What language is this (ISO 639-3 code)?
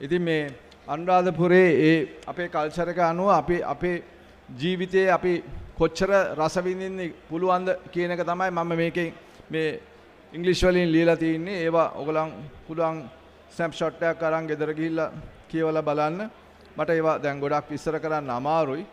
sin